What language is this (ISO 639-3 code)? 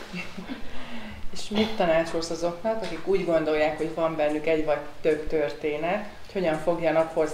hun